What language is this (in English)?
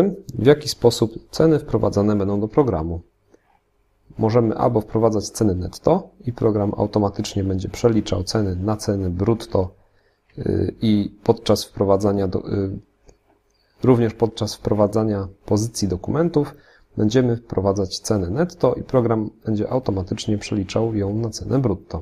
Polish